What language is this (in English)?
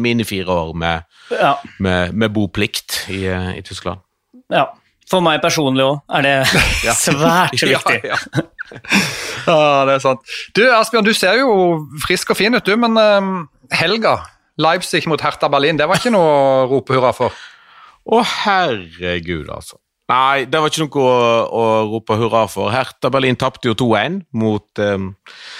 Norwegian